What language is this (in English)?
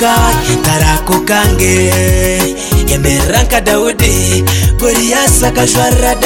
Kinyarwanda